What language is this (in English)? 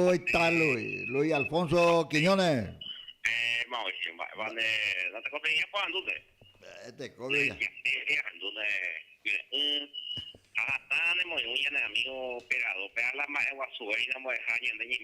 Guarani